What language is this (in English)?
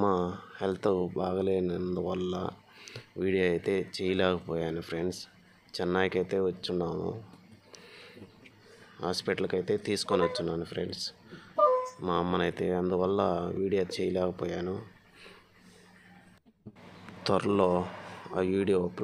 Telugu